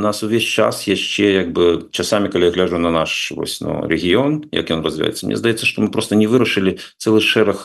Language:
Belarusian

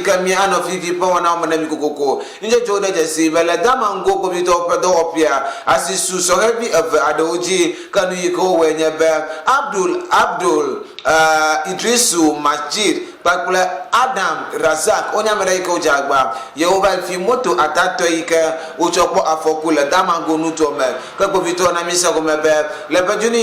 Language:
Ewe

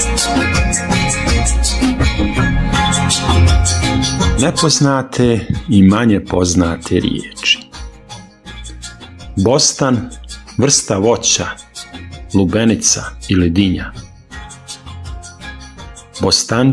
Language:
Bosnian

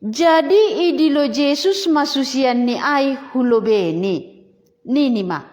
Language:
Batak Simalungun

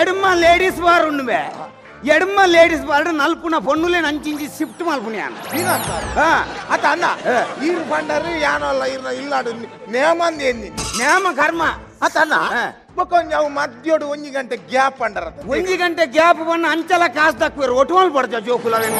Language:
Tulu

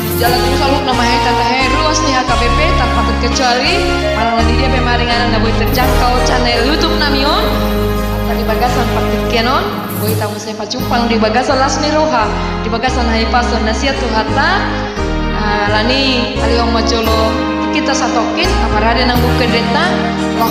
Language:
Batak Toba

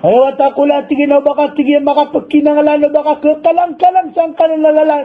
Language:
Maranao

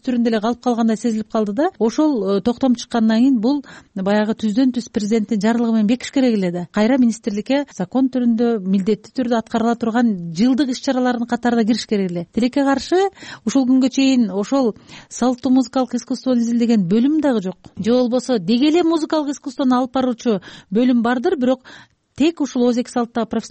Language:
Kyrgyz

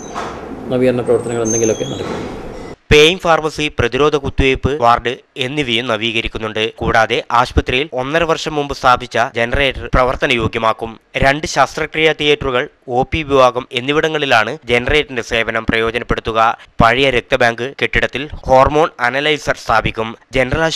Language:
Malayalam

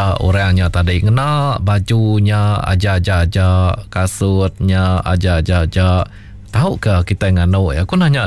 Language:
Iban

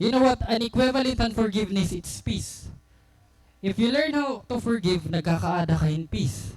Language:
Waray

